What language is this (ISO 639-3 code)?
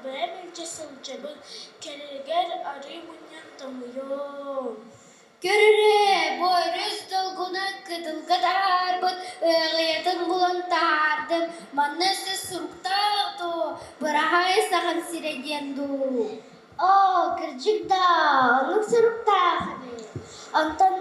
sah